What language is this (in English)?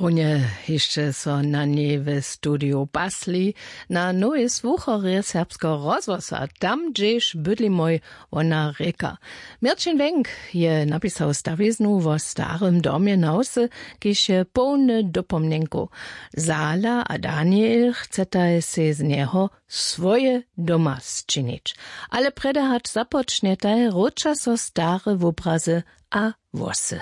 Upper Sorbian